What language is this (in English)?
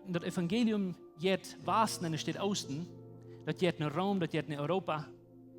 Plautdietsch